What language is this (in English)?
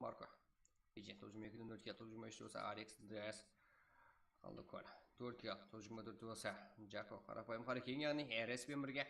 Kara-Kalpak